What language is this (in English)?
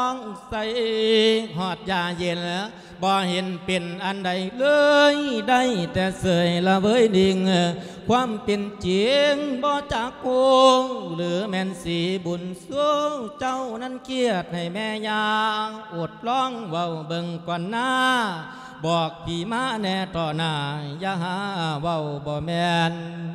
Lao